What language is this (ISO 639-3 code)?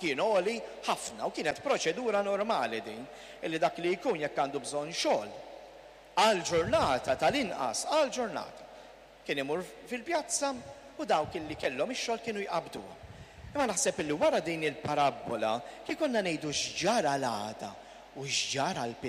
mlt